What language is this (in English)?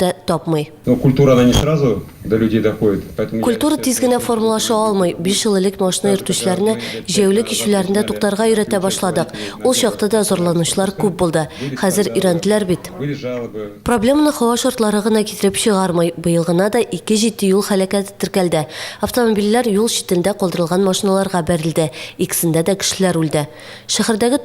Tatar